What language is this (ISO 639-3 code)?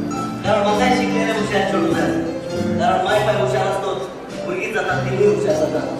kok